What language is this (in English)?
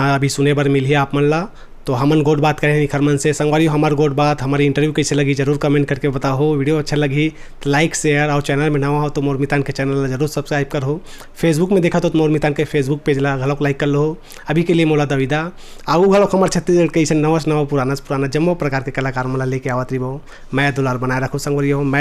Chhattisgarhi